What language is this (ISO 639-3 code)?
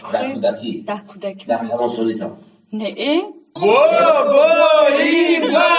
tgk